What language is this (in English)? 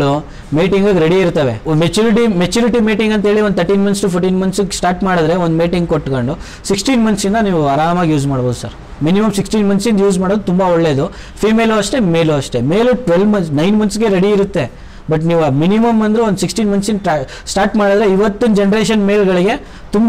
Kannada